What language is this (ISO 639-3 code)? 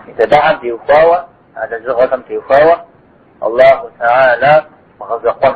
kbd